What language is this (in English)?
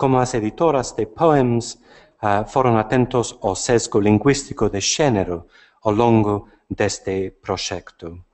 Galician